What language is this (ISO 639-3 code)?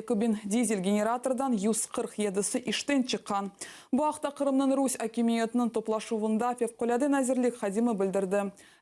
crh